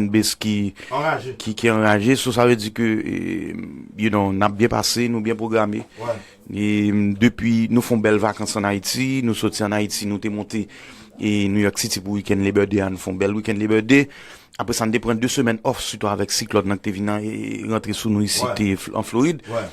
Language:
Haitian Creole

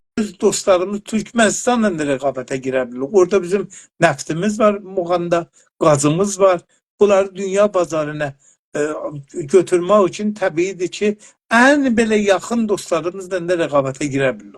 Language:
South Azerbaijani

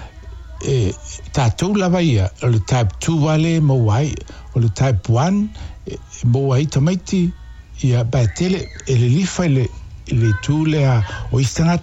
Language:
Samoan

